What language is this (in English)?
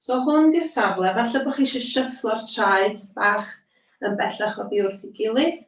Welsh